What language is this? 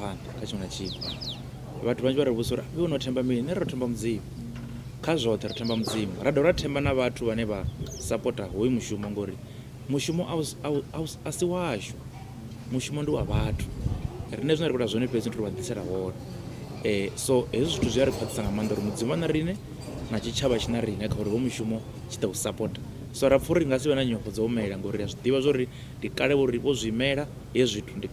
Venda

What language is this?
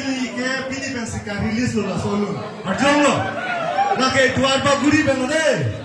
Karbi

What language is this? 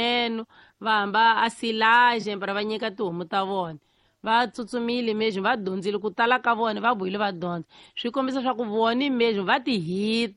Tsonga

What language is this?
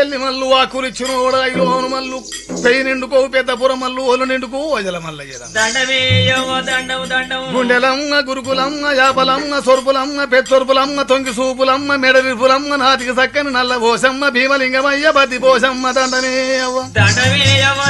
Telugu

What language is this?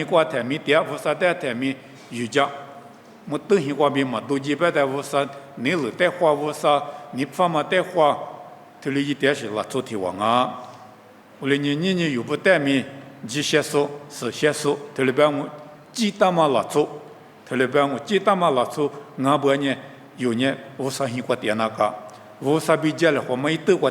Lisu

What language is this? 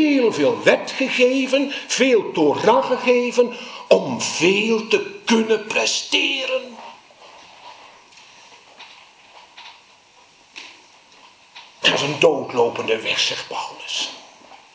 Dutch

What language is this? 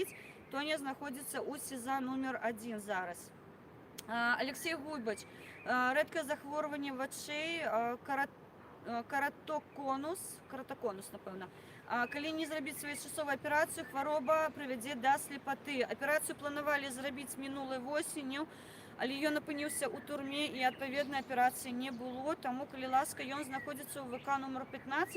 Belarusian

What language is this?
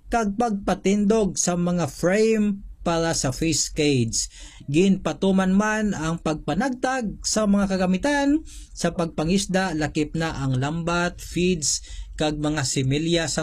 Hiligaynon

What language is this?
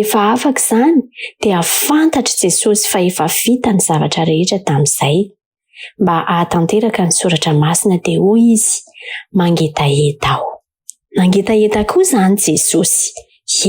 Malagasy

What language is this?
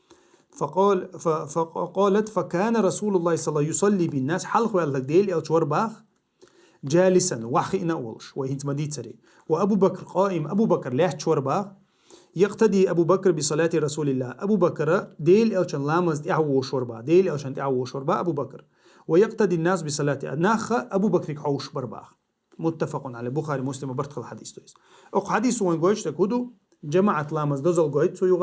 Chechen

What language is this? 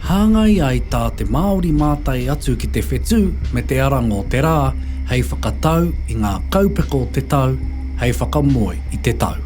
Māori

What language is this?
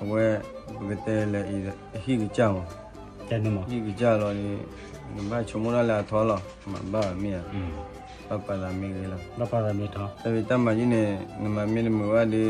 S'gaw Karen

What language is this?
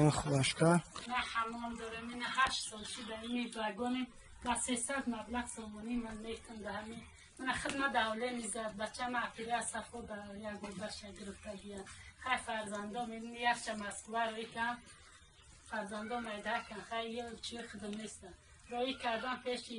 Tajik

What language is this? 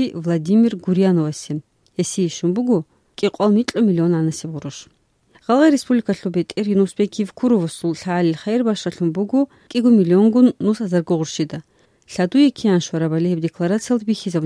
Avaric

